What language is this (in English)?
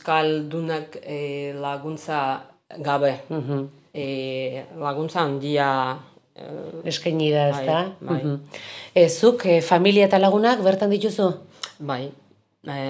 Basque